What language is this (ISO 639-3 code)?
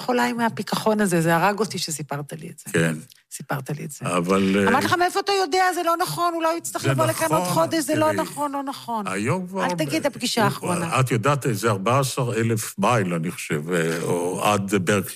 heb